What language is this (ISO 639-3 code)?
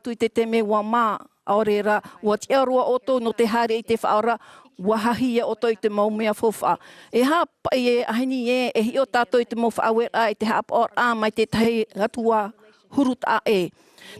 tah